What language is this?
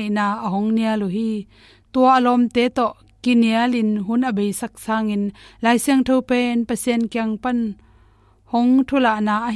Tedim Chin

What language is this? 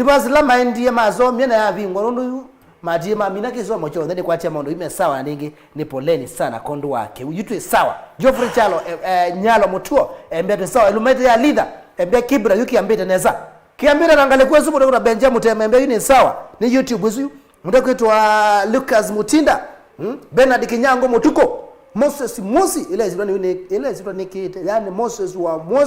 Kamba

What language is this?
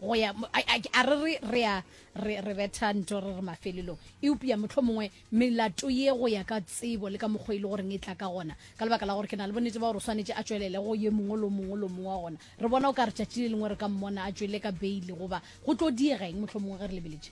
Northern Sotho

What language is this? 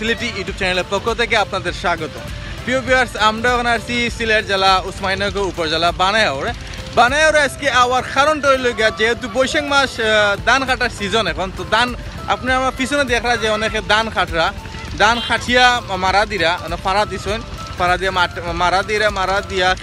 Sylheti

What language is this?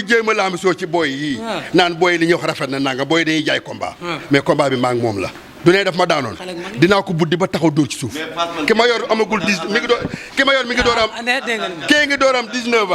Wolof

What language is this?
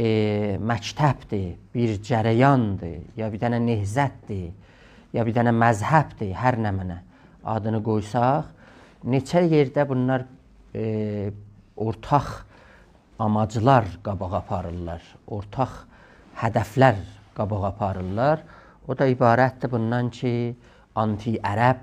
South Azerbaijani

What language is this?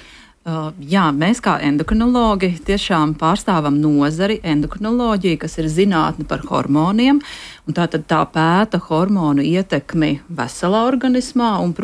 Latvian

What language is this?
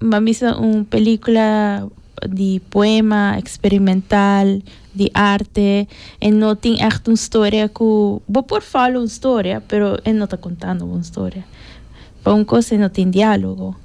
Papiamento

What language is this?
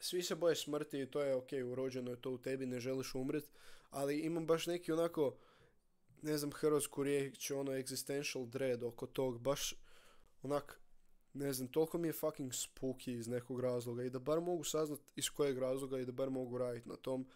Croatian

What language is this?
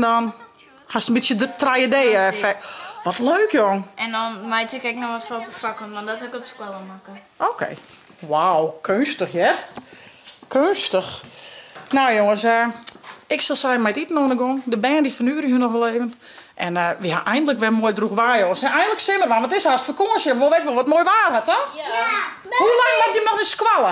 Western Frisian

